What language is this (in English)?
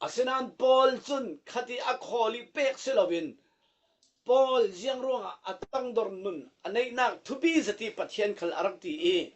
Falam Chin